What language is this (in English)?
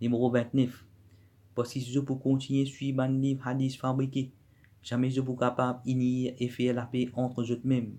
Morisyen